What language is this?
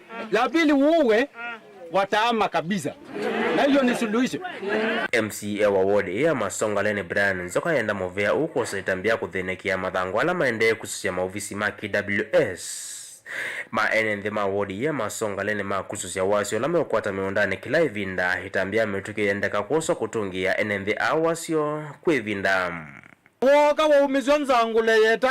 Kamba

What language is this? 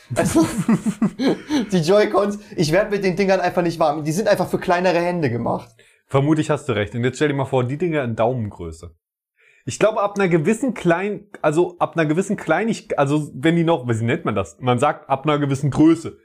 German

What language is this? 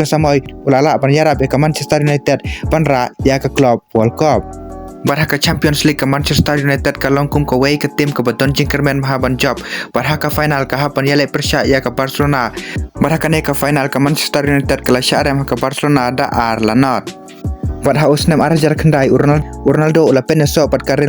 Khasi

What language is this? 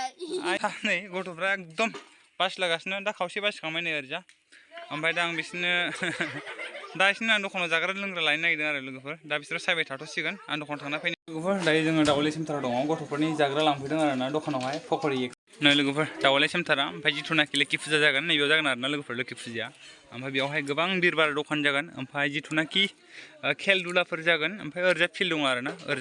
Bodo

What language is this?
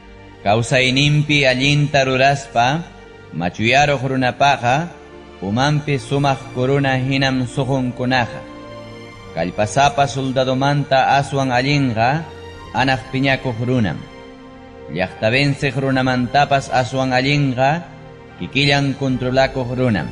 Ayacucho Quechua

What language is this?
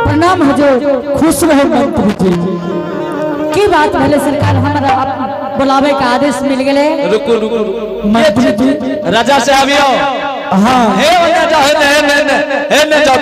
Angika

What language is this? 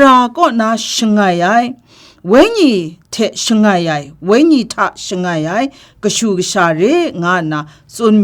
Kachin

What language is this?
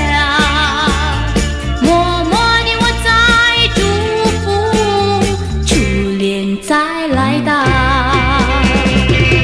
Chinese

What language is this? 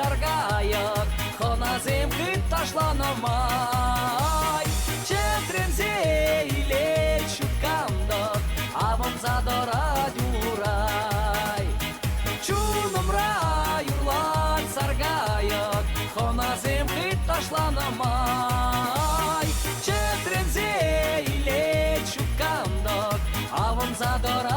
Chuvash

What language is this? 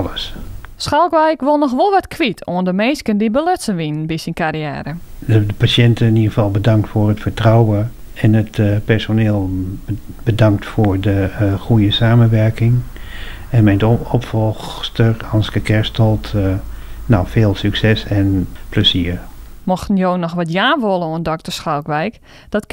Western Frisian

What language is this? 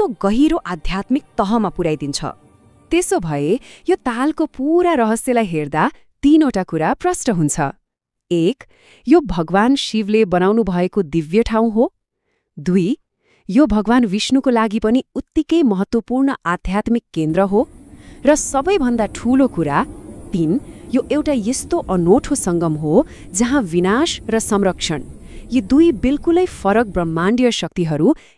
Nepali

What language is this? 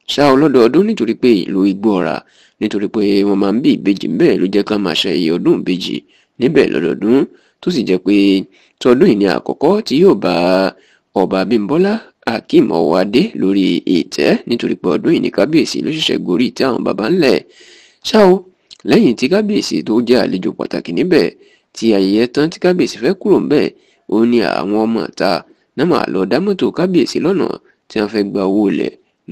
Yoruba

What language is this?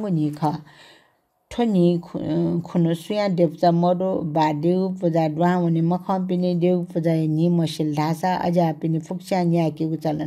Newari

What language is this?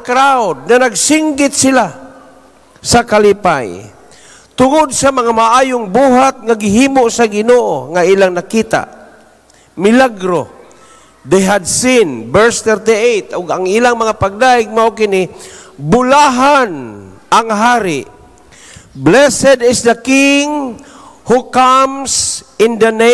Cebuano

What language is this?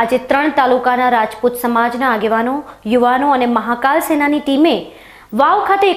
Gujarati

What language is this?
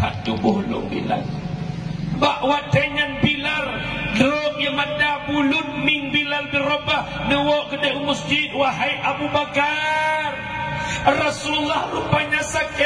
Achinese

